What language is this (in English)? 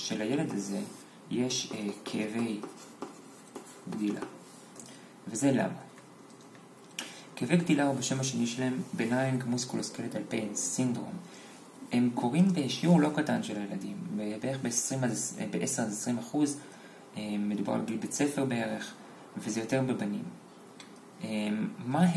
Hebrew